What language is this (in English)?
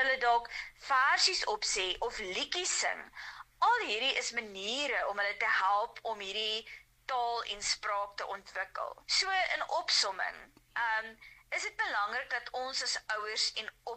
Afrikaans